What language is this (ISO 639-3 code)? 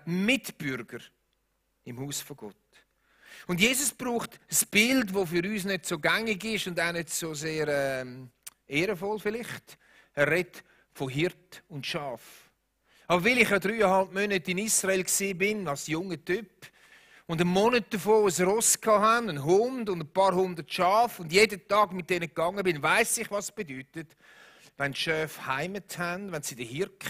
gsw